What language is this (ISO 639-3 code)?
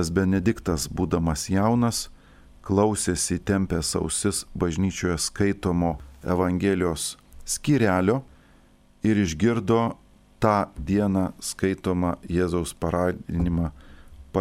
lit